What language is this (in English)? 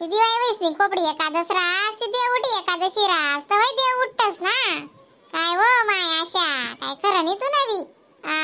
Khandesi